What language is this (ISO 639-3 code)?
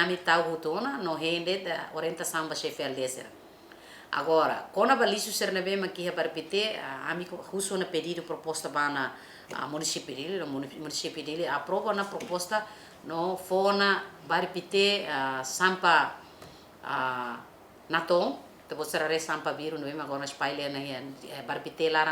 tet